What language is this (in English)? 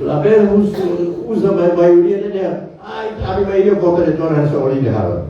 Tetum